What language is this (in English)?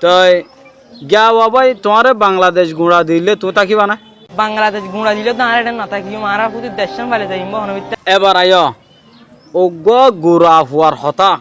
Rohingya